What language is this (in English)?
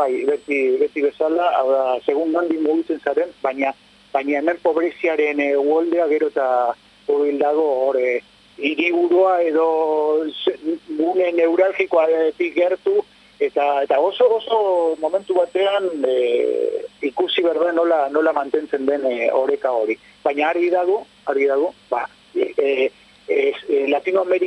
Basque